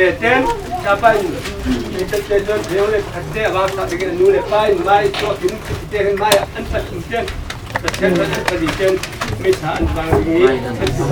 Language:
Falam Chin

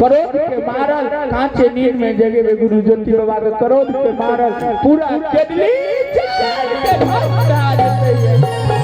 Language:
Maithili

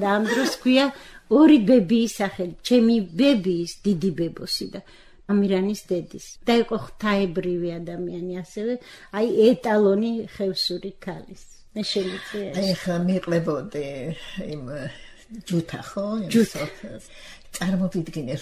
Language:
Georgian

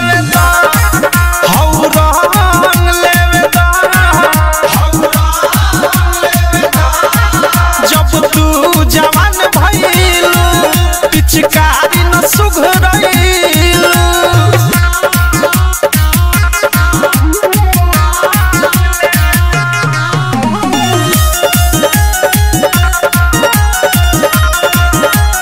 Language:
Bhojpuri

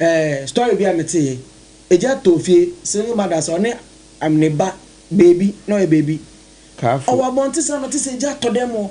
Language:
Akan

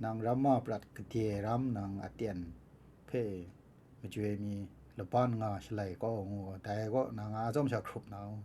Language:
Kachin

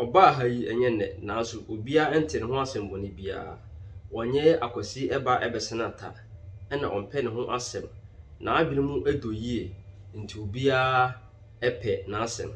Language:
Akan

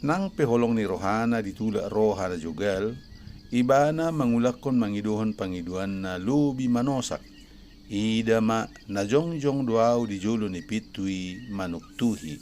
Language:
Batak Toba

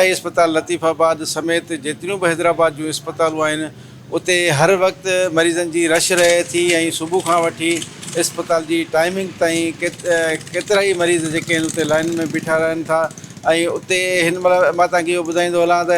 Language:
Sindhi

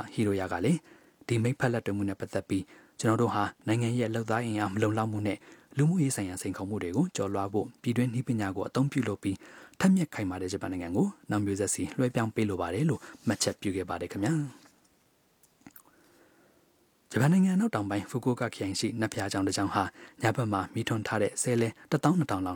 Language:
Burmese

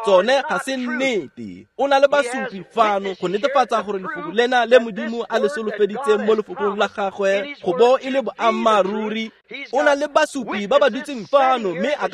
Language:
Tswana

